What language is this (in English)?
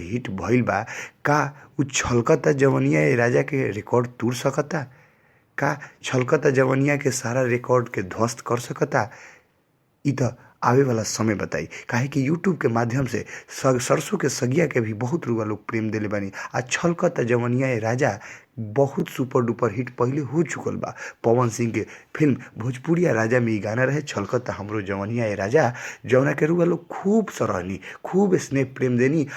Bhojpuri